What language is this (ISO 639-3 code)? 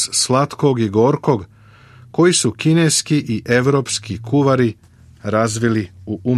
srp